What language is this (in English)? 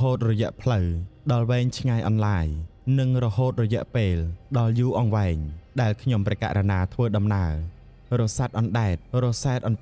Khmer